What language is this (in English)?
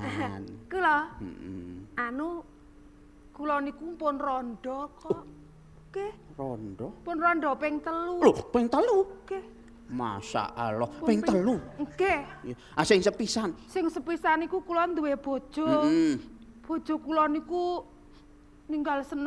Javanese